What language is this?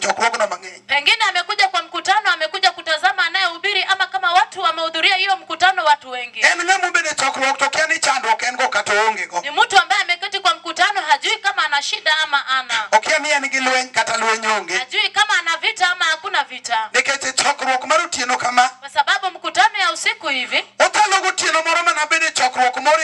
Luo (Kenya and Tanzania)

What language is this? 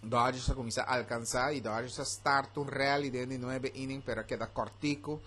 Papiamento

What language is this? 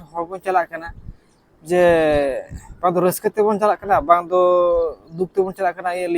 Santali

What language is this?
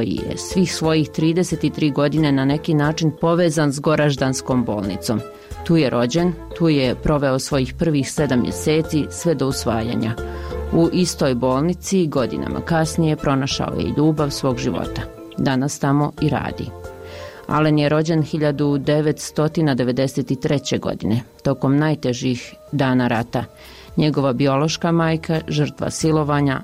Bosnian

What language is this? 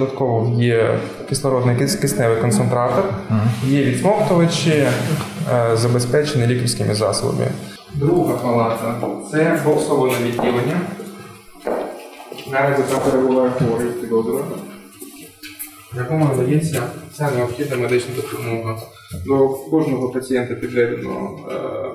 Ukrainian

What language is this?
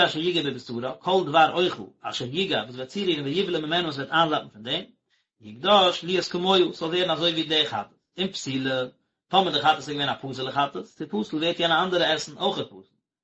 Yiddish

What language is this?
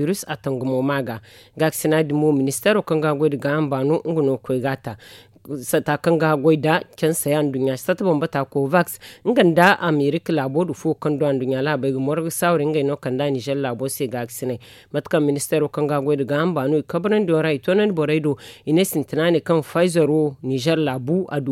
Zarma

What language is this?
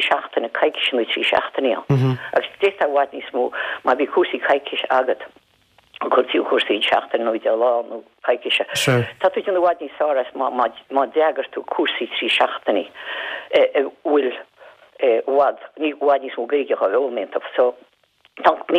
Irish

